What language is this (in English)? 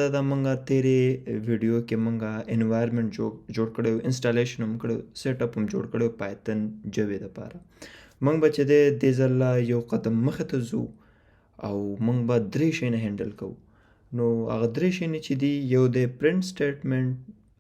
Pashto